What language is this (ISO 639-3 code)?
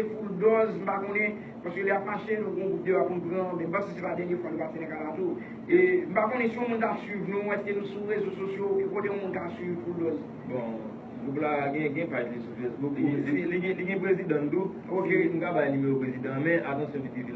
hat